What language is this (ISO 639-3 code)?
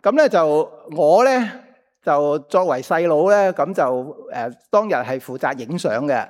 yue